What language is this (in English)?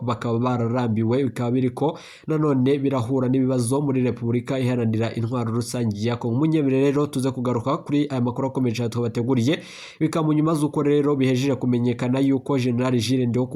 Rundi